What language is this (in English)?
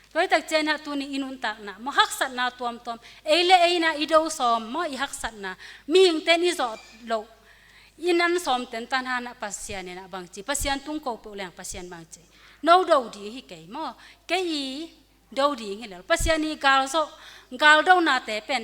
Tedim Chin